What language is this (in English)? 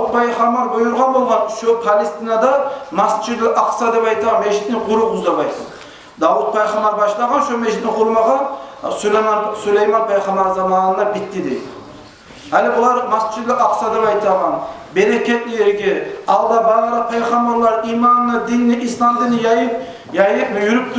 Kumyk